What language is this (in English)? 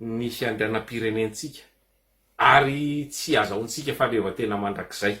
Malagasy